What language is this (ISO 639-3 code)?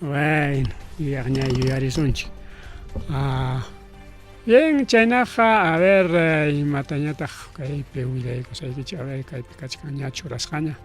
quy